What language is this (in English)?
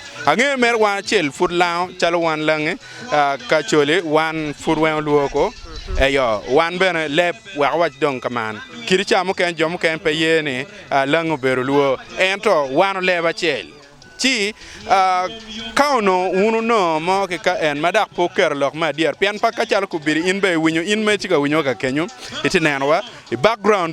Acoli